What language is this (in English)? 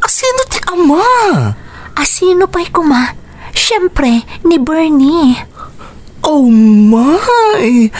Iloko